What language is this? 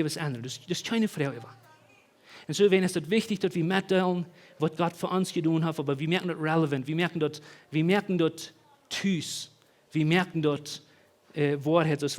Plautdietsch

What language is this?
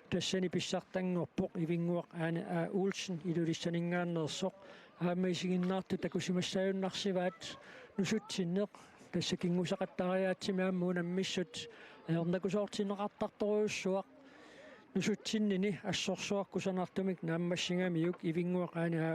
Kalaallisut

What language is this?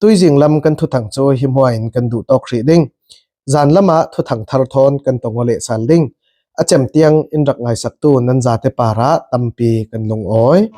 Falam Chin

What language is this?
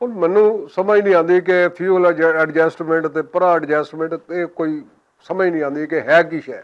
Western Panjabi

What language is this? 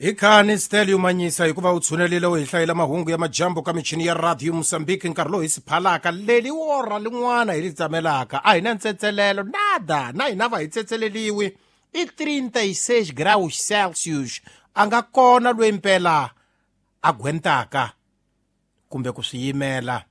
Tsonga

